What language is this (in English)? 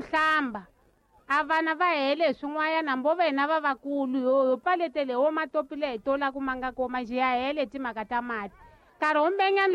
Tsonga